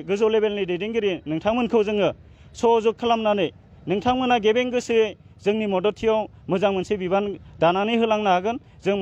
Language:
Bodo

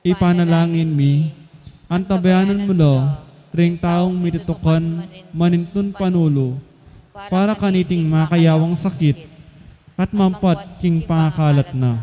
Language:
Pampanga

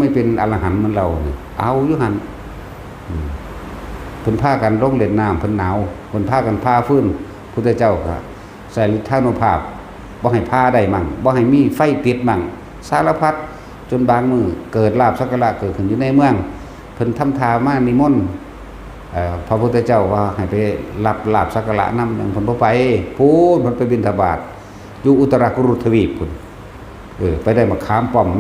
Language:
Northeastern Thai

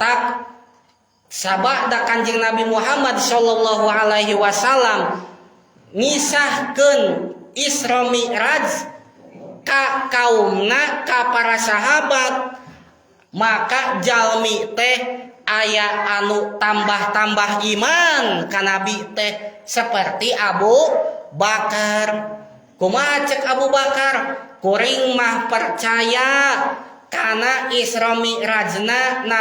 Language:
Sundanese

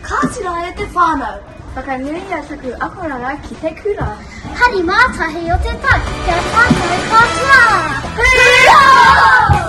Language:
Māori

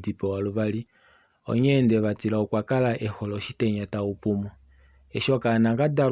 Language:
Kuanyama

